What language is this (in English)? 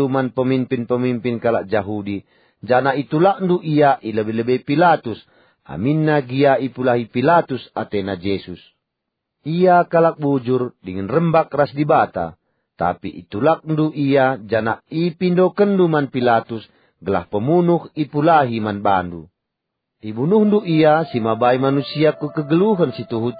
Batak Karo